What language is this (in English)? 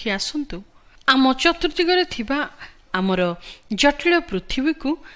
Odia